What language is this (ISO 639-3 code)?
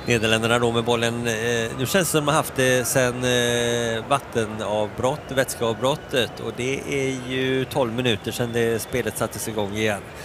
swe